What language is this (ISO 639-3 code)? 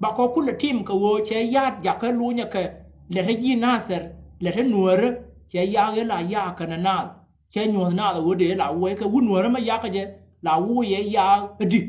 nus